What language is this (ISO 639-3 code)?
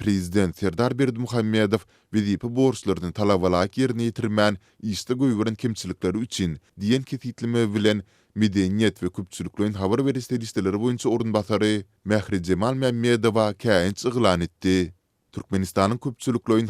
tuk